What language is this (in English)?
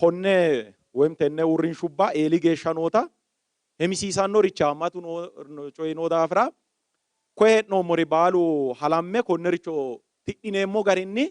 Sidamo